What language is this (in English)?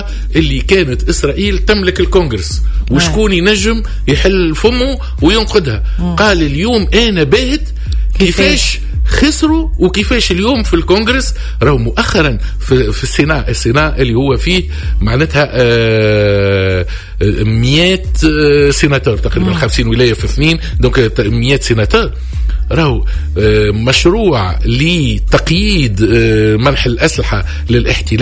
Tunisian Arabic